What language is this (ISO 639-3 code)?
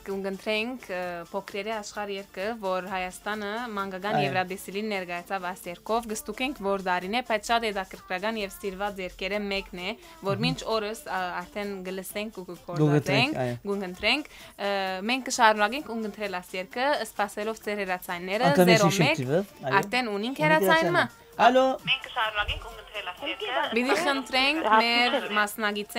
hyw